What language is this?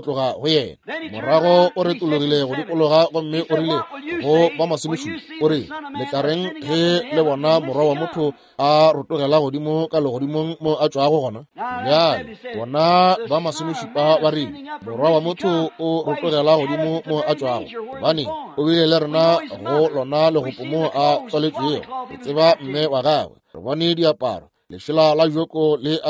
Northern Sotho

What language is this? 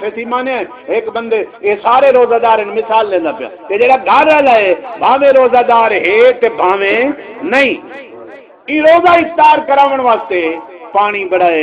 Saraiki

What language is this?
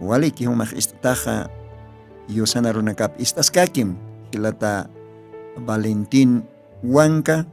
Aymara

